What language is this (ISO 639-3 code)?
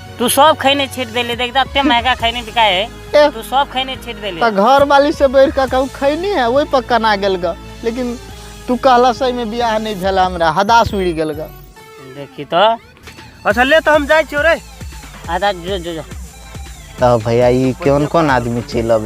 mai